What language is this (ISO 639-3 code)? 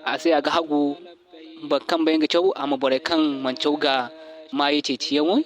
dje